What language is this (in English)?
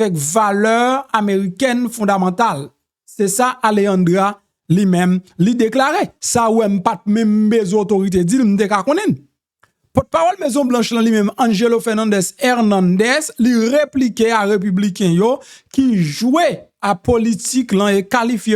Haitian Creole